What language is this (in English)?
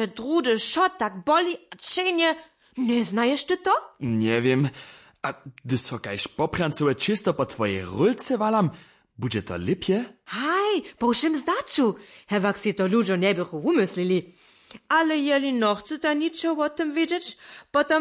Upper Sorbian